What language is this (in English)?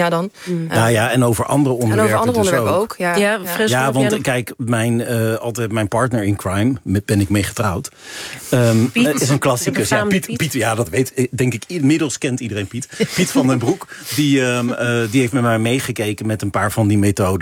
Dutch